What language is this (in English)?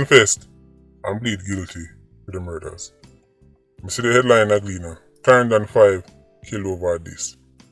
Jamaican Creole English